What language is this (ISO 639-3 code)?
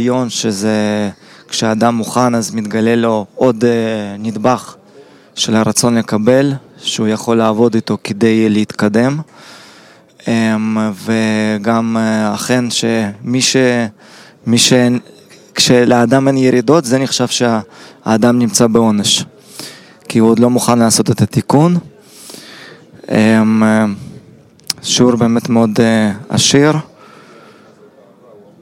heb